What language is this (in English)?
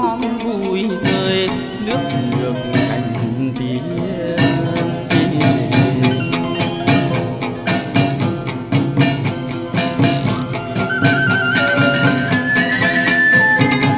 Vietnamese